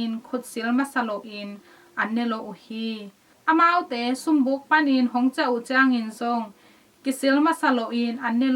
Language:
Tedim Chin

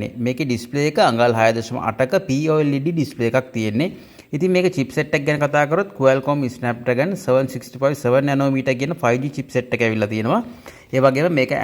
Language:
Sinhala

